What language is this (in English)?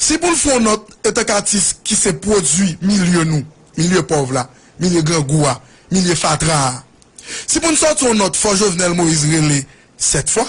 Haitian Creole